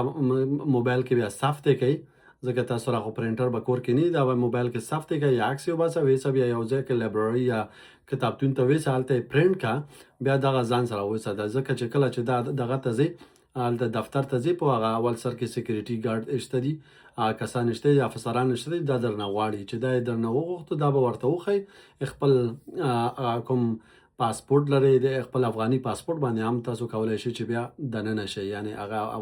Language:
Pashto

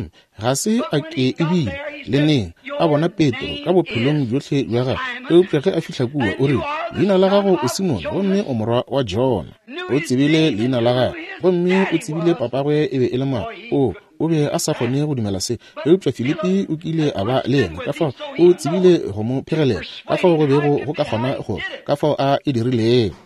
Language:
Northern Sotho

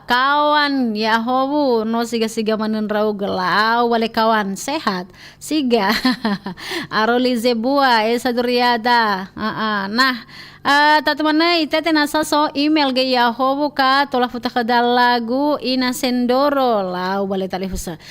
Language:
Nias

